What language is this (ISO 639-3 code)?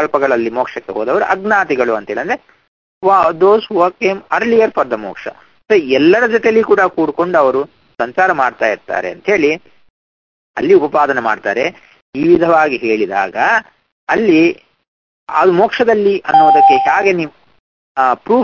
kan